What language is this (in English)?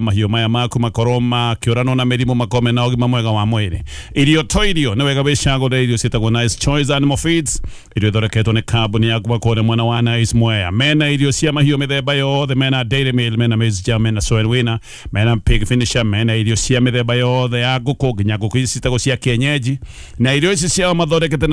Kikuyu